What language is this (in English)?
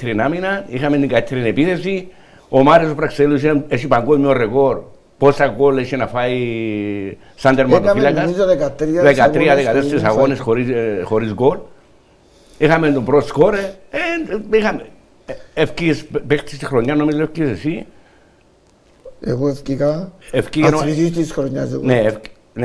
Greek